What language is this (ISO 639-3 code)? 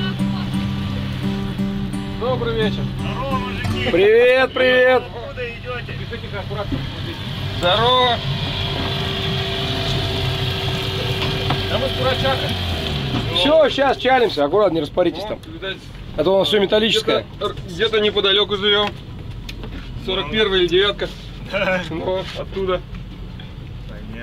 rus